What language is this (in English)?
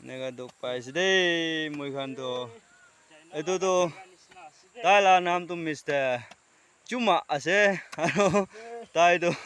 Naga Pidgin